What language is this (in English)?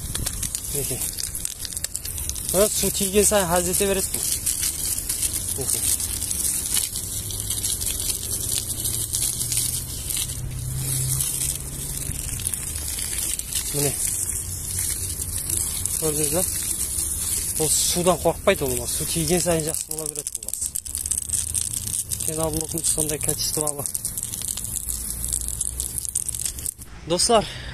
Kazakh